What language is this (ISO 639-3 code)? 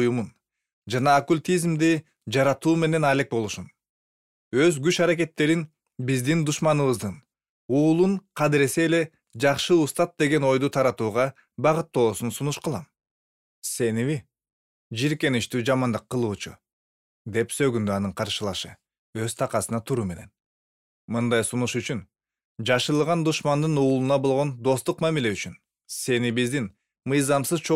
kir